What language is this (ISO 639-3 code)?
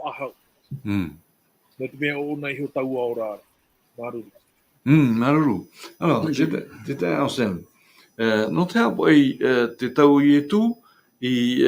tah